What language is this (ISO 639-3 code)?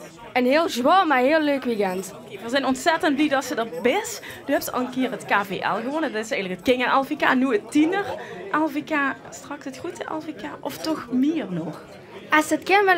lim